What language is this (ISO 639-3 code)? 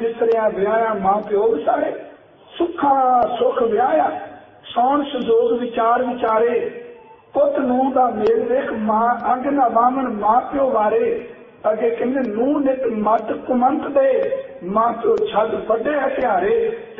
pan